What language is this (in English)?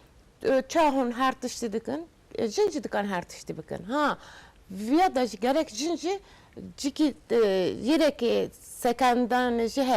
Kurdish